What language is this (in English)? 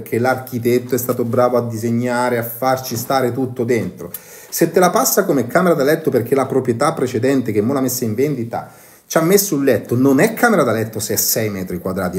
Italian